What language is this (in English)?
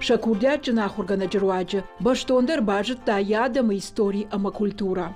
Ossetic